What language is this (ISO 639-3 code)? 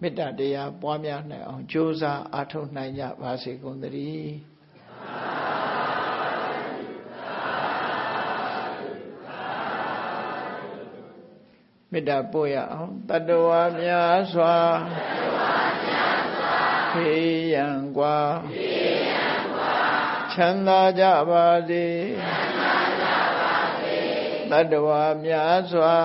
mya